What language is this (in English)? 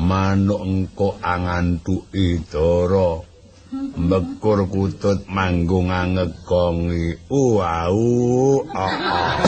Javanese